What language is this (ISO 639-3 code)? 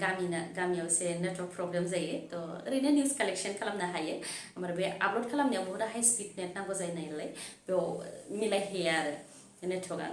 brx